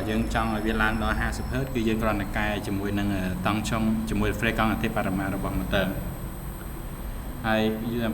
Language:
Khmer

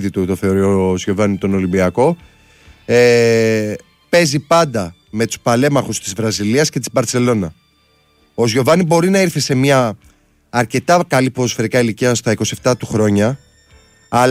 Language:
Greek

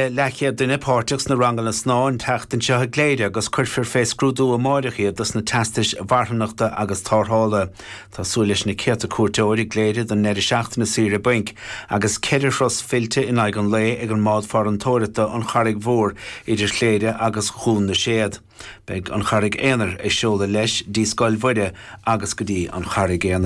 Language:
Irish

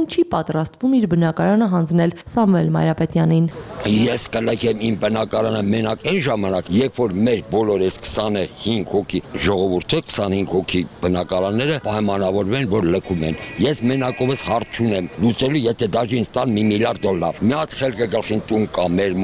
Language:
Armenian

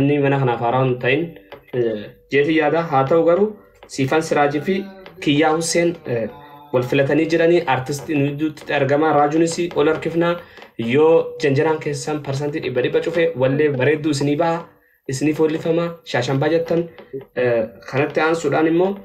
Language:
Oromo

